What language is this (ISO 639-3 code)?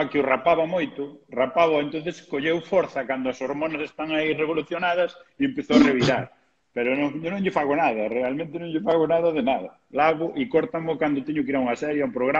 glg